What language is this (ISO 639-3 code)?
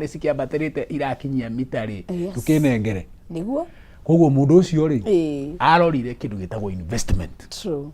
kik